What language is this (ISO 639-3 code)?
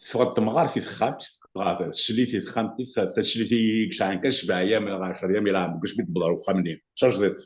kab